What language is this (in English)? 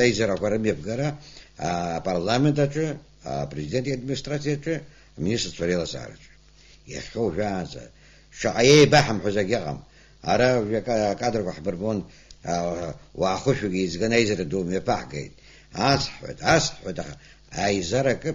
Abkhazian